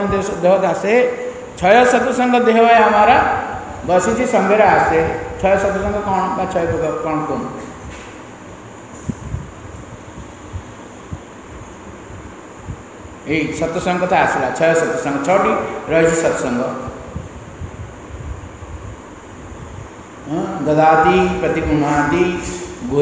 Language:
Odia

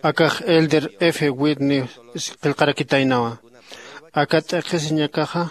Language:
Aymara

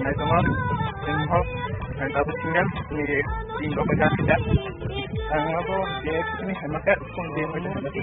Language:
Kok Borok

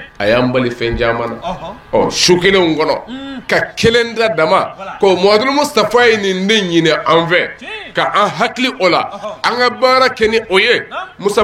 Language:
Bambara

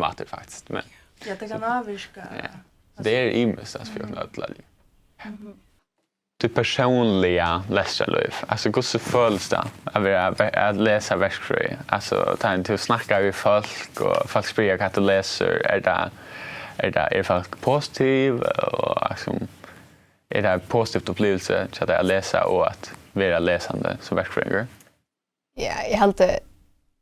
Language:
Faroese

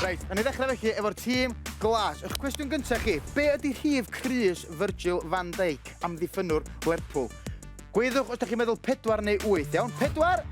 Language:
Welsh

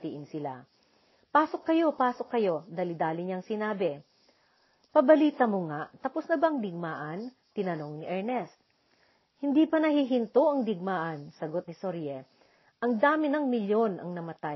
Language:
Filipino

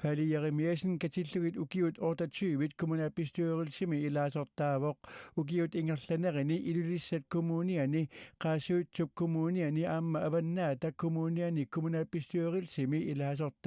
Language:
Kalaallisut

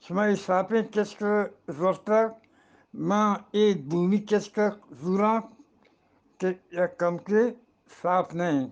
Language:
Eastern Balochi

